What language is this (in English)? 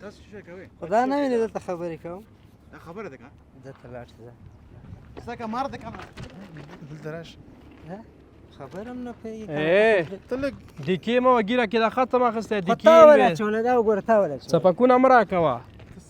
Pashto